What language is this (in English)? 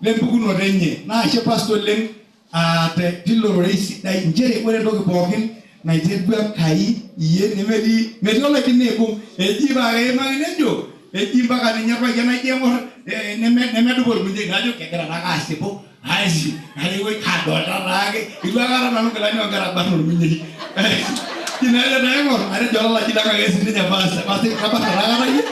Masai